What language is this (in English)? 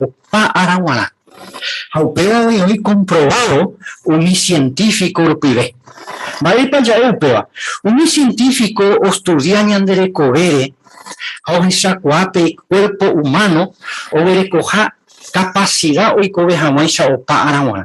Guarani